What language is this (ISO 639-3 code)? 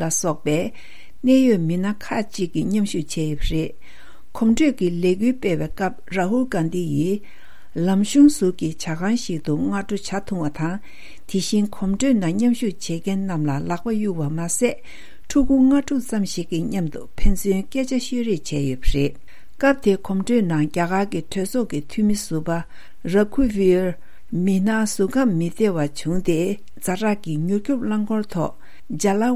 bod